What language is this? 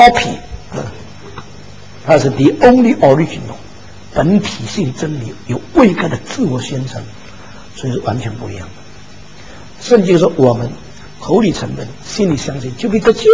Chinese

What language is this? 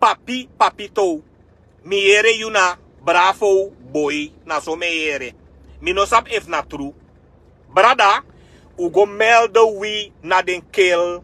Sranan Tongo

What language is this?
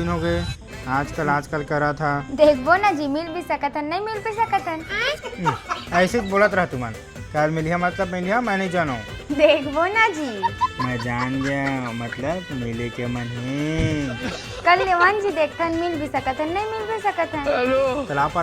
Chhattisgarhi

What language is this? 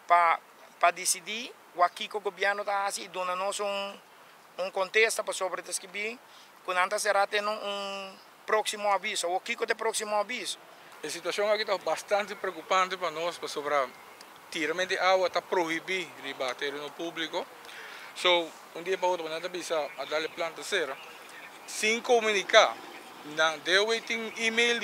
Papiamento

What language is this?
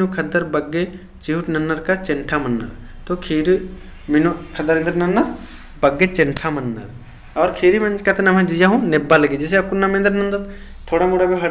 Kurukh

